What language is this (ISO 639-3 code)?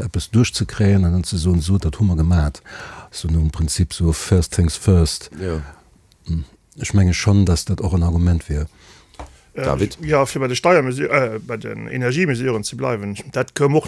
ltz